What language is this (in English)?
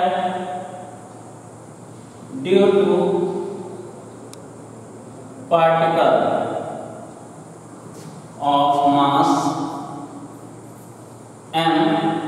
Hindi